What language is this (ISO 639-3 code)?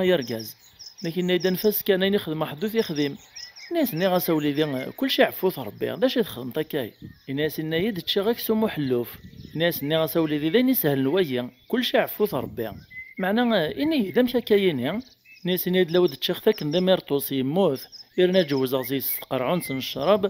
kab